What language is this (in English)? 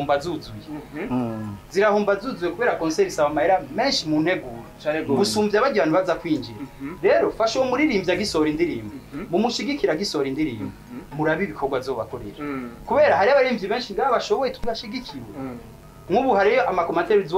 Rundi